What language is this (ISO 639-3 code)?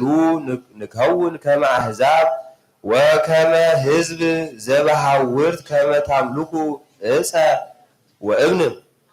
gez